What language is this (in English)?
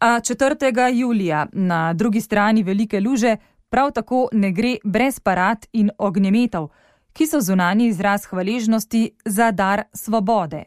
Slovenian